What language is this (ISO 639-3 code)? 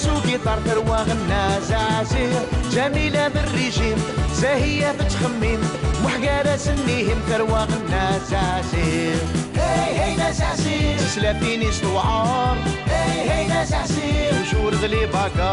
kab